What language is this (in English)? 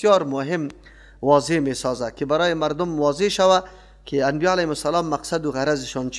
Persian